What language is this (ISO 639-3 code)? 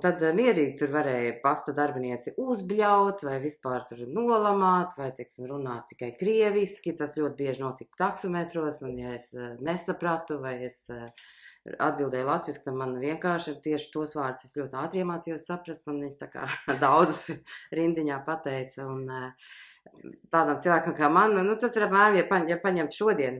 lav